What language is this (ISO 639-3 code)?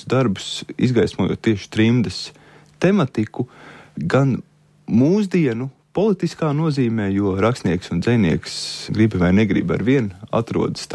lav